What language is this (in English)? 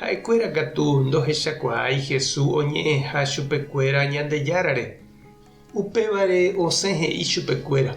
Guarani